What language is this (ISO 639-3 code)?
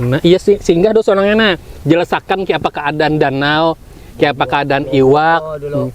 bjn